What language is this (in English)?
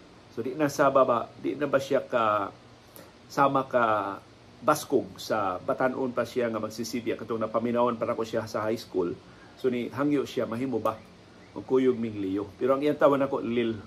Cebuano